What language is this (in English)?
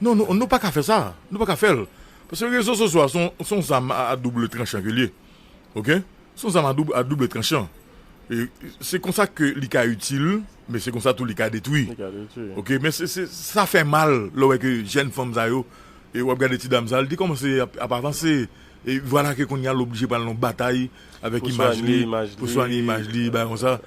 Haitian Creole